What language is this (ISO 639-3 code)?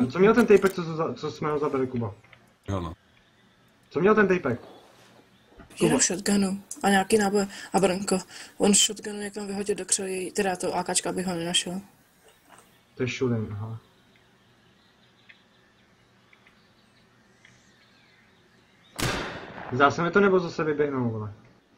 ces